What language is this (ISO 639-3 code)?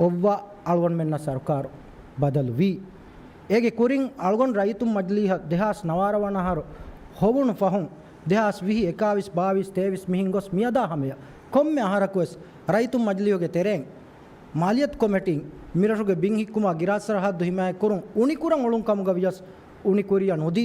div